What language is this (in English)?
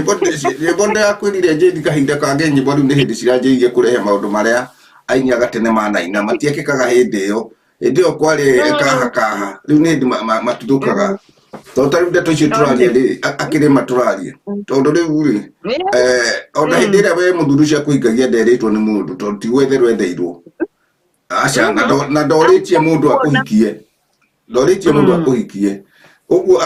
Kikuyu